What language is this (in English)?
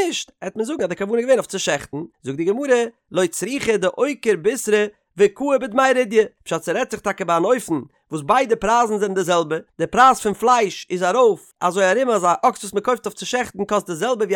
Yiddish